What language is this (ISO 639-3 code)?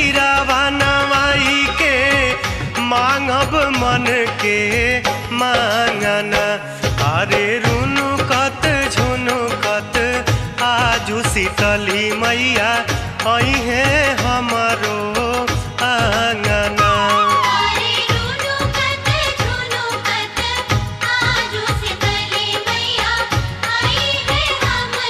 bho